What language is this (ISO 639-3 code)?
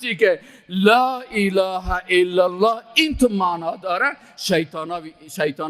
fas